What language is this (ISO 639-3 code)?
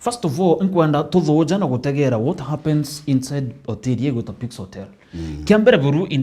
mer